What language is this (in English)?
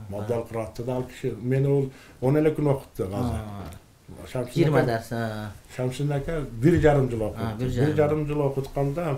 Kyrgyz